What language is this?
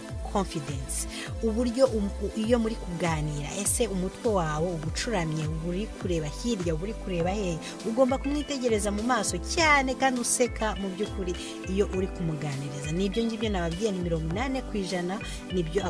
Kinyarwanda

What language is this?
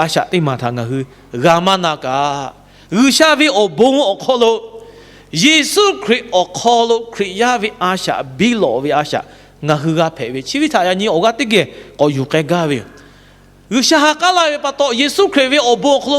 Lahu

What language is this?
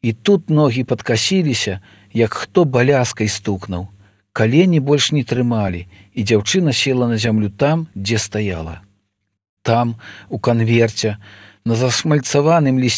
Belarusian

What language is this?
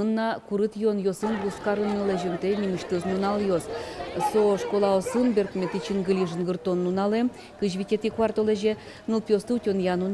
Udmurt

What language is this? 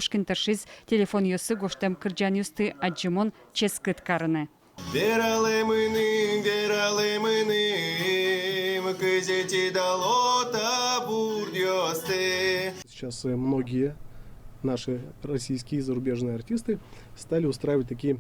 Udmurt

